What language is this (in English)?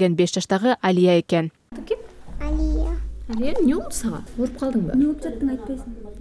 Kyrgyz